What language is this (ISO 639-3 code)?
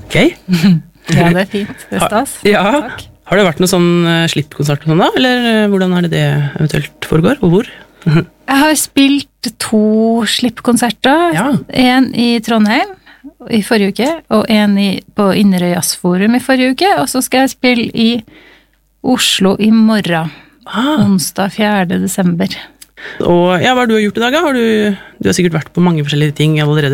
nor